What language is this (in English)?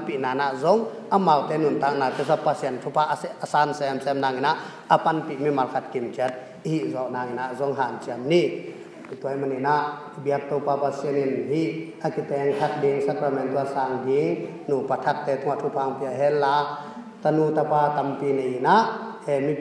Tedim Chin